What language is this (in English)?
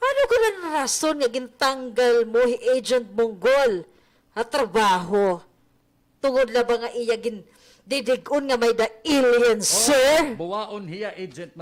Waray